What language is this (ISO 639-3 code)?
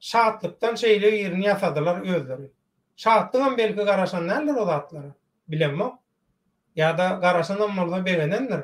tuk